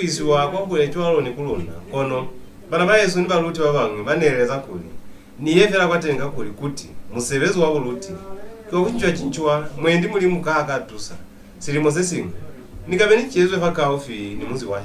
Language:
Lozi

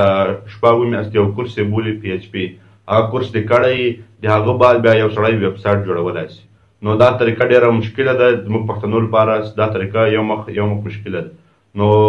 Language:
Pashto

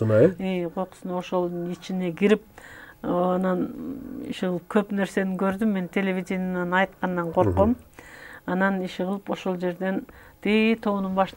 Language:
Kyrgyz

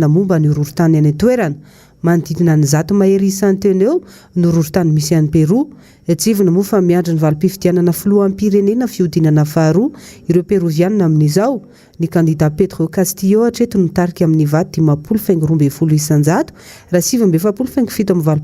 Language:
Malagasy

